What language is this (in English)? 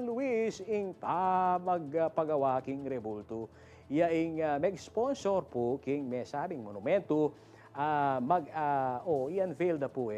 Pampanga